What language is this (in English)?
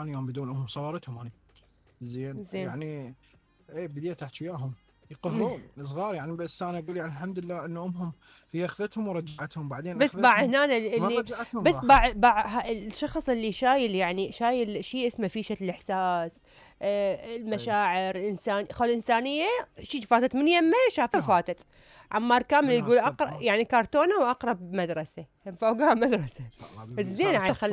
Mesopotamian Arabic